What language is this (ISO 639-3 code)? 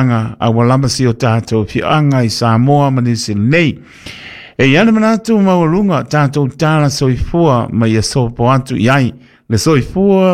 smo